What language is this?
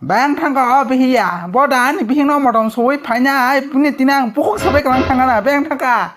Kok Borok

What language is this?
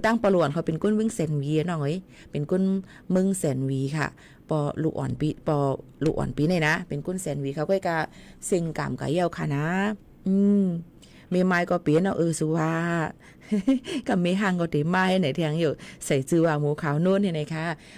Shan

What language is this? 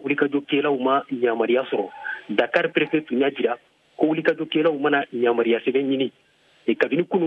Bambara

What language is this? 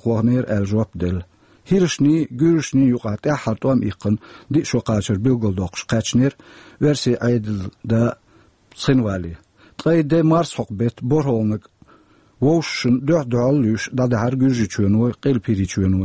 Chechen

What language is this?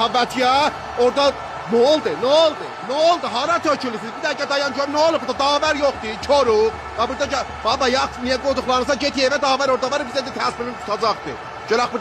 South Azerbaijani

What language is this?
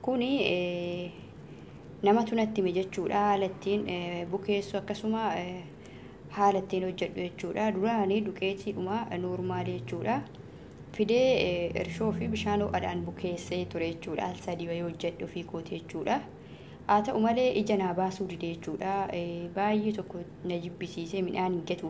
Oromo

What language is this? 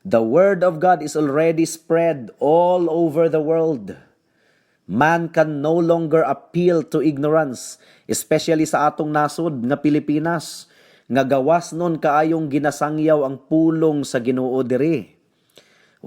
Cebuano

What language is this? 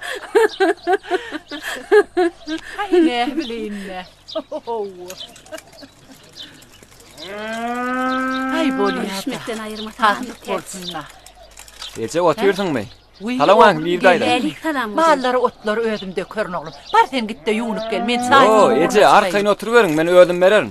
Turkmen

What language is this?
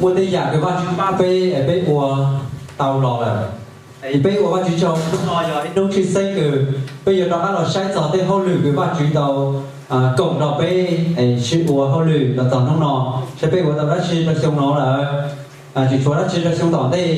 Hmong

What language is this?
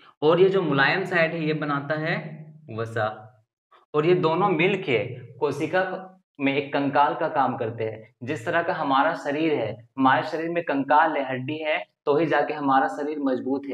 Hindi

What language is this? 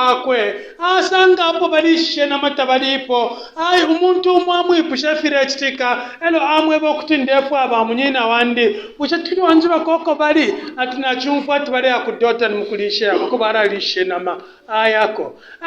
Bemba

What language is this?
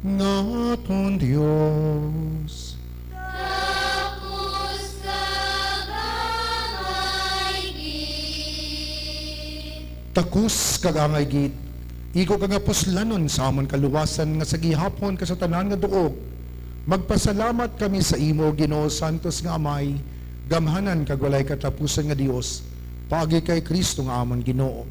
Hiligaynon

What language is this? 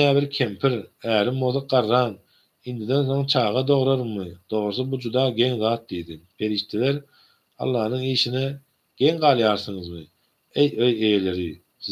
Turkmen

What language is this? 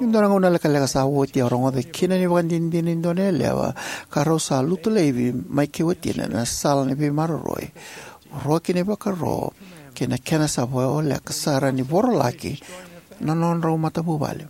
Fijian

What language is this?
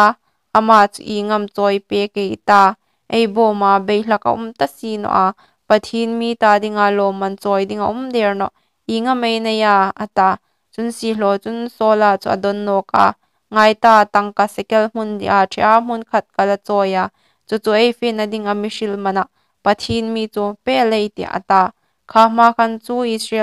Hmar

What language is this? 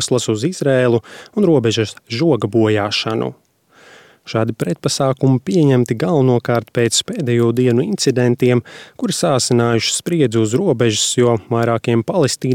Latvian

